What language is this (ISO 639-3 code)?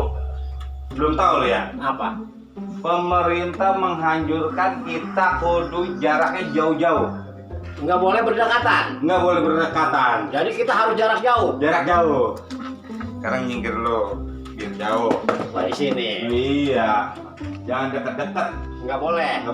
bew